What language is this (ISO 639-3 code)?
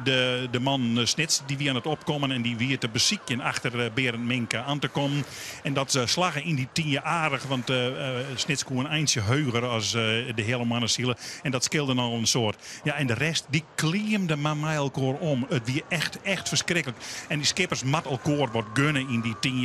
fry